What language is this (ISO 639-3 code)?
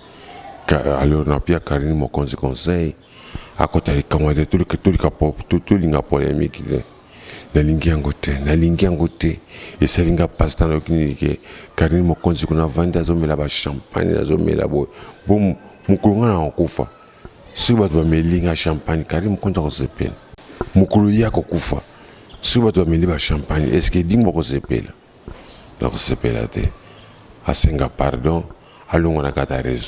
lin